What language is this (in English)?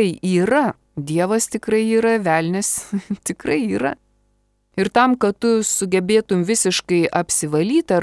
Lithuanian